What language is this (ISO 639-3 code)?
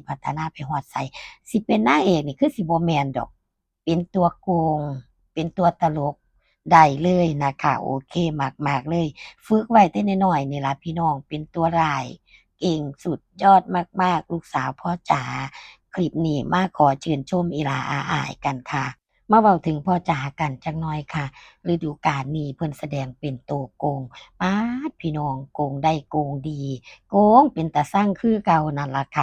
tts